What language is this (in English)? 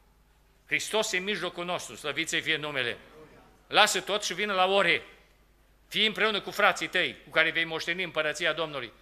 Romanian